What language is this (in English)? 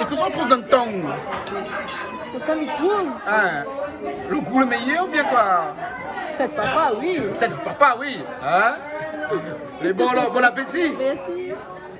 Réunion Creole French